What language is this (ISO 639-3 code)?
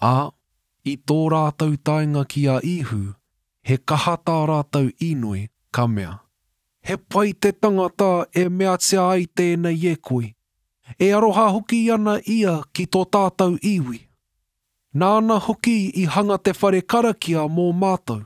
mri